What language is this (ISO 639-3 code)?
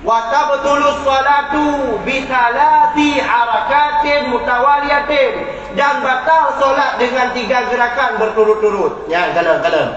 ace